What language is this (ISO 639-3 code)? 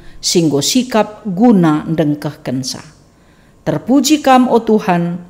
btx